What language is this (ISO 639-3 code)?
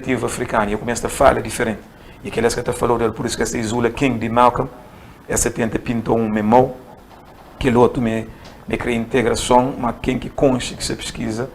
kea